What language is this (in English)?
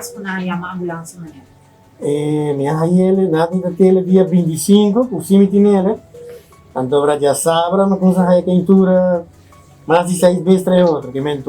Papiamento